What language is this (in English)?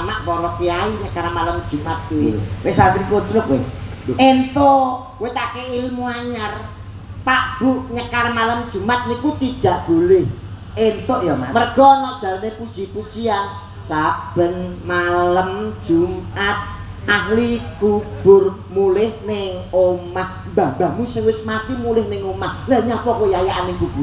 Javanese